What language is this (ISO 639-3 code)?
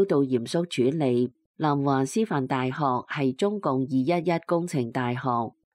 yue